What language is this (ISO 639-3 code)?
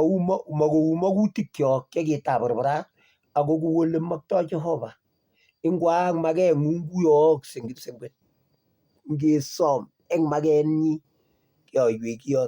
kln